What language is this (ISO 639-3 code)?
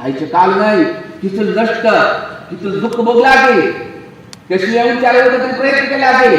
kok